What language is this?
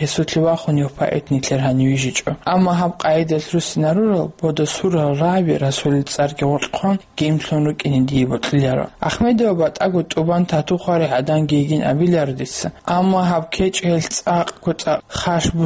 Avaric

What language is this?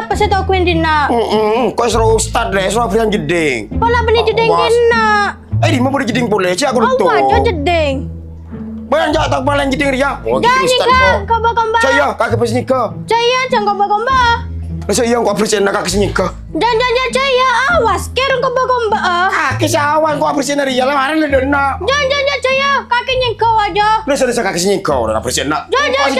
Madurese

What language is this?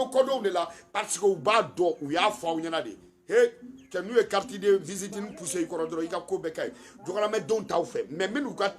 Bambara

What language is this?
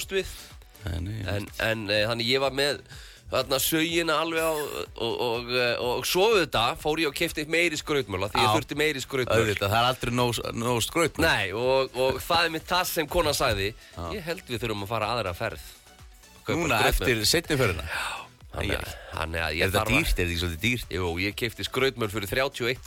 Icelandic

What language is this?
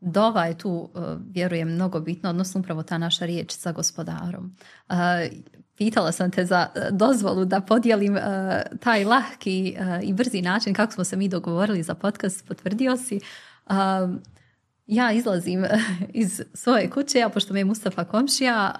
Bosnian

